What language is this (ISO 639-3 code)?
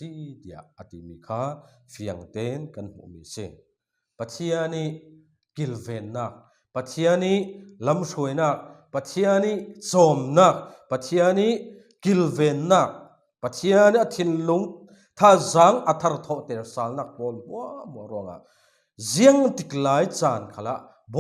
cfm